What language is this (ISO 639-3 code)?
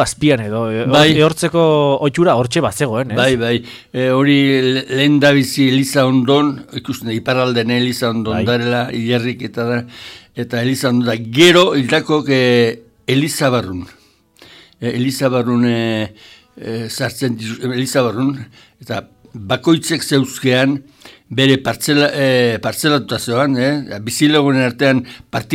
eus